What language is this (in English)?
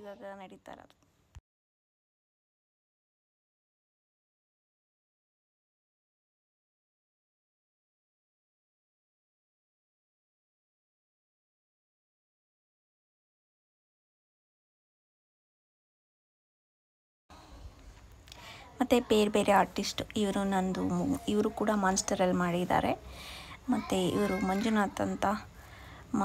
Kannada